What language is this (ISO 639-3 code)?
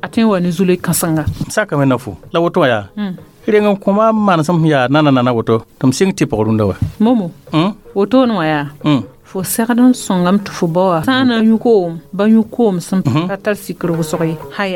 mos